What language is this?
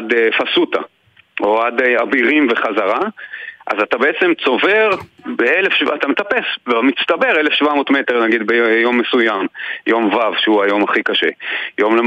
Hebrew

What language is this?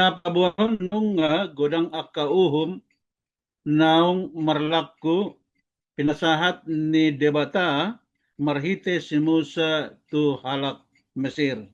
Batak Toba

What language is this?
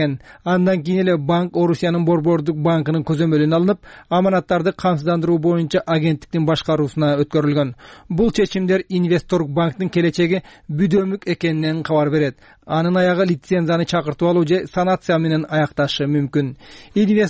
Kyrgyz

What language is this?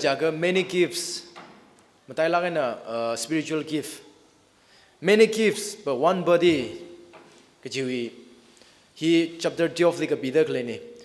Tangkhul Naga (India)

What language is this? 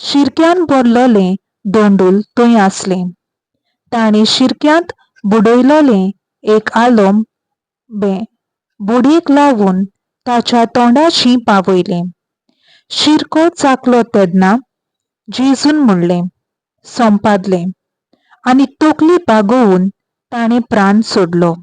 Konkani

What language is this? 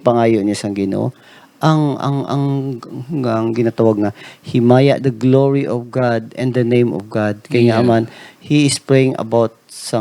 Hiligaynon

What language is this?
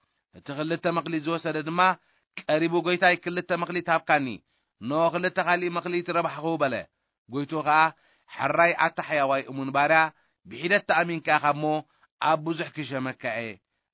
Tigrinya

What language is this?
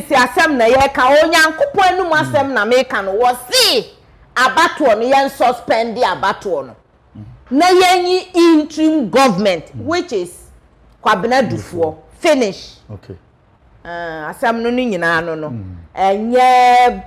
Akan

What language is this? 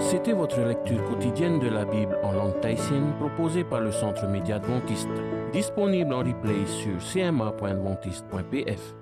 Tahitian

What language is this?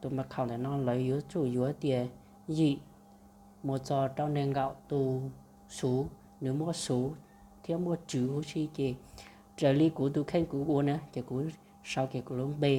Hmong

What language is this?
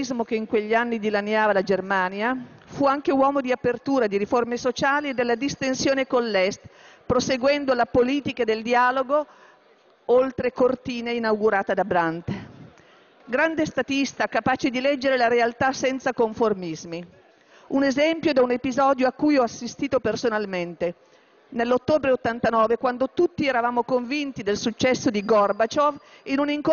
Italian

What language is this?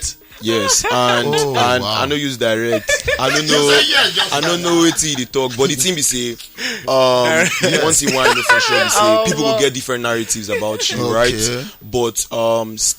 Nigerian Pidgin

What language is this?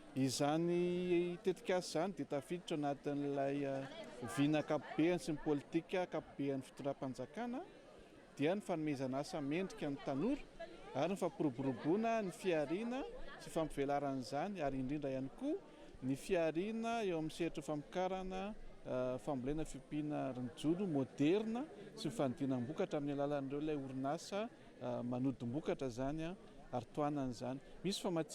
Malagasy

